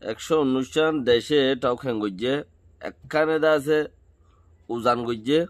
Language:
Rohingya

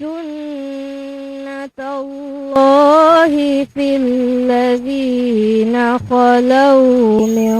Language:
Divehi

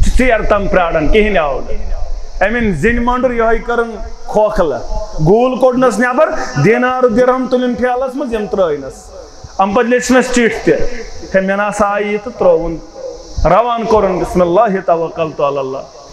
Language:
Kashmiri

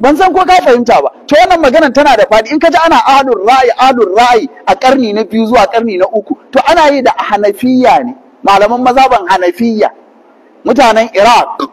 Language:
Hausa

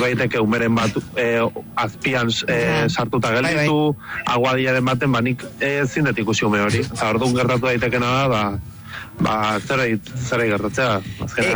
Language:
Basque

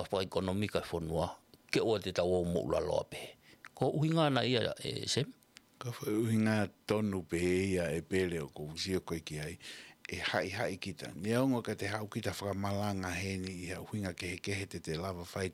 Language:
Tongan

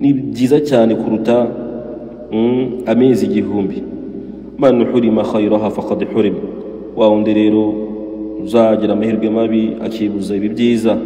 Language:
Kinyarwanda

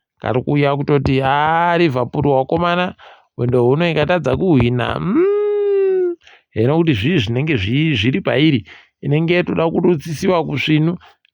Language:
Ndau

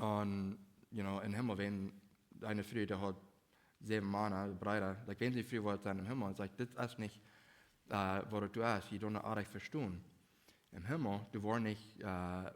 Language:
Plautdietsch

